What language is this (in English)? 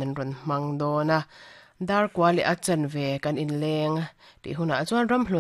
Mizo